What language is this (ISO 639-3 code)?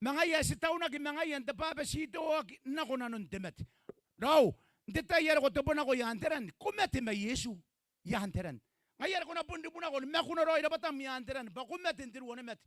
gil